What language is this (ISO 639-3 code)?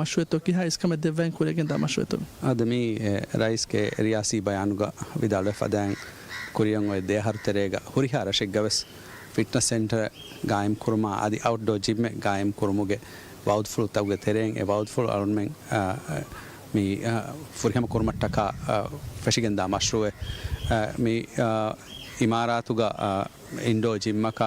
div